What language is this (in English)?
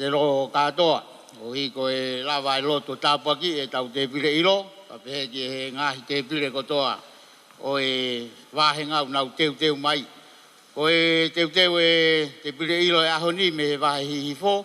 Tongan